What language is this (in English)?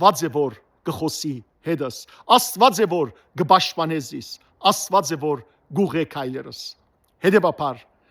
Western Armenian